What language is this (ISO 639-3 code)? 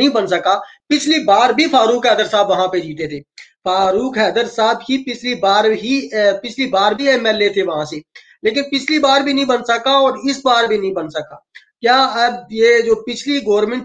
urd